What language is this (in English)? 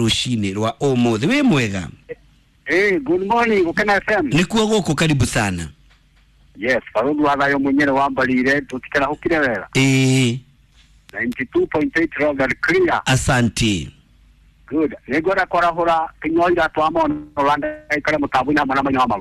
Kikuyu